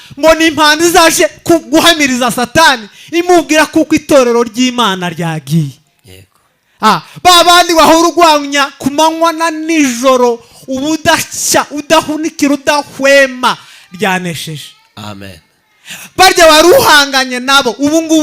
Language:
Kinyarwanda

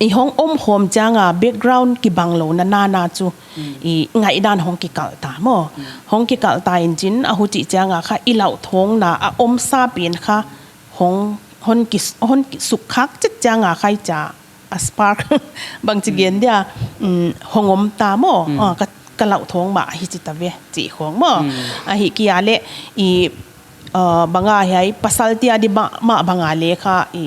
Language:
Paite Chin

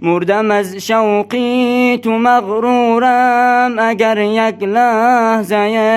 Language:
Tajik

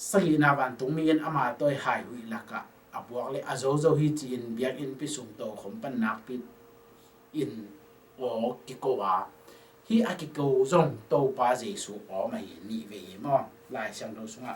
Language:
Tedim Chin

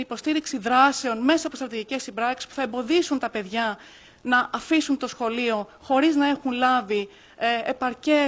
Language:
Greek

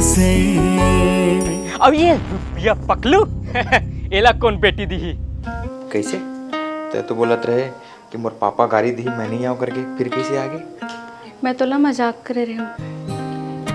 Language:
Chhattisgarhi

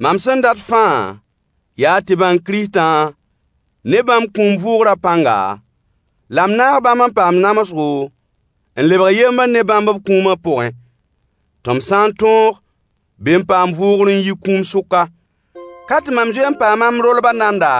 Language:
Mossi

